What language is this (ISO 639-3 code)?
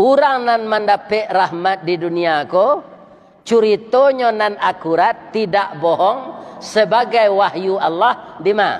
min